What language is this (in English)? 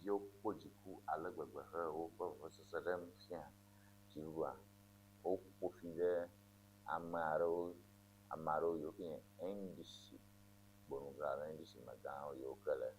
Ewe